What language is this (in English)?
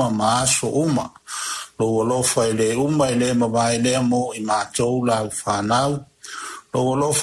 Samoan